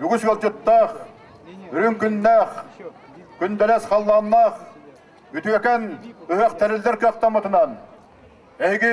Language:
Yakut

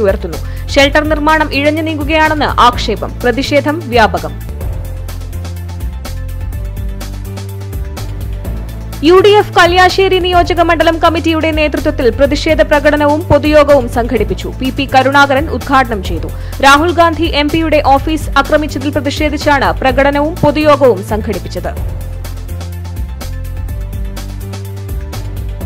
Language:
Malayalam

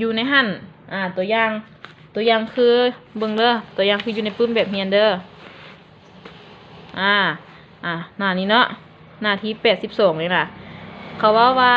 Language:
Lao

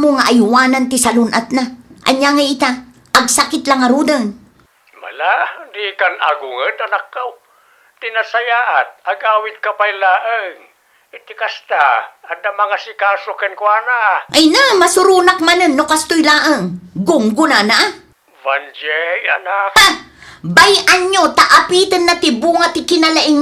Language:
Iloko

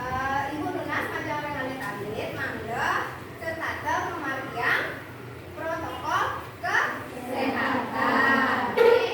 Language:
Balinese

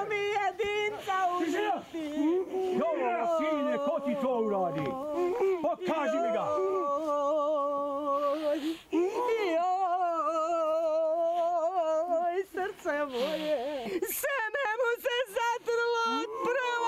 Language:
Serbian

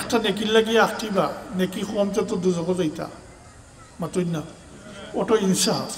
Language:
Sylheti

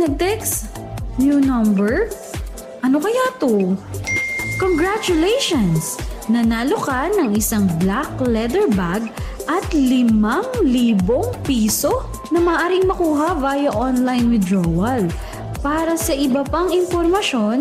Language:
Filipino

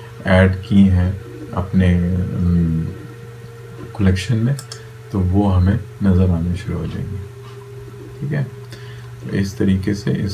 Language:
Urdu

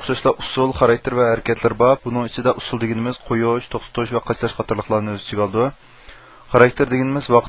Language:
Uyghur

